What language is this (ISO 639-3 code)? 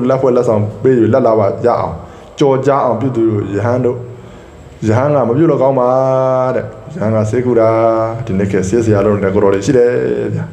mya